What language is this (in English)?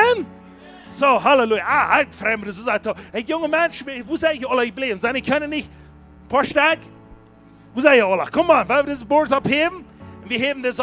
Plautdietsch